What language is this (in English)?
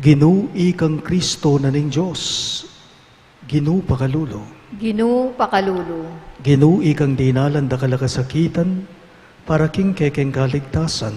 Pampanga